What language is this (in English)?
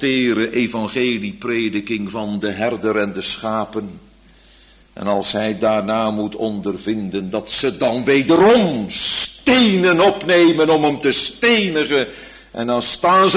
Dutch